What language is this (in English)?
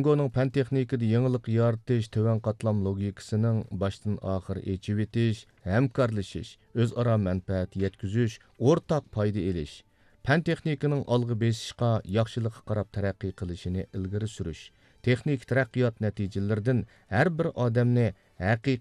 Uyghur